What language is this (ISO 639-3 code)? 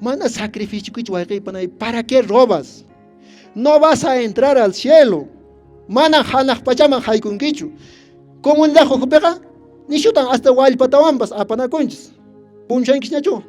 que